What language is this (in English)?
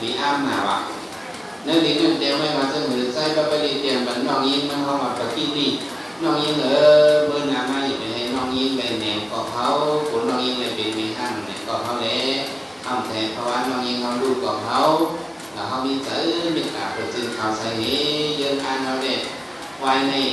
Shan